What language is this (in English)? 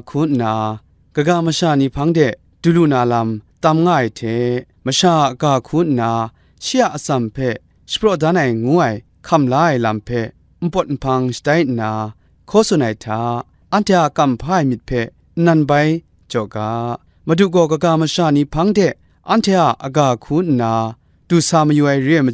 Kachin